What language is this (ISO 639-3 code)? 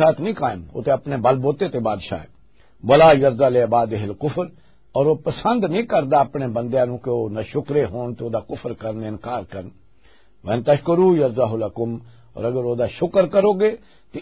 lah